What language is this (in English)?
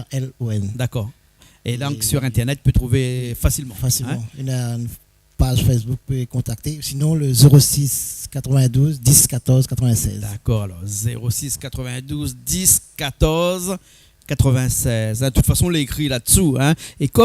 Réunion Creole French